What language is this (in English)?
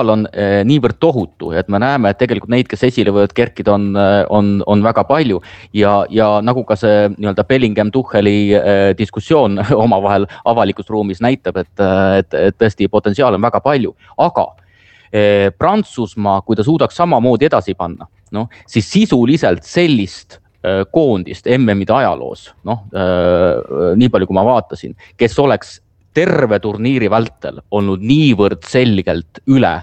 Estonian